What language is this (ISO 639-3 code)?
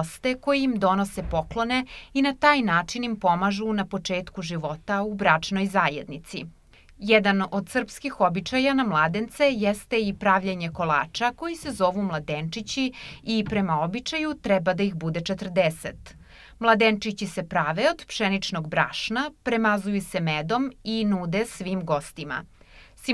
srp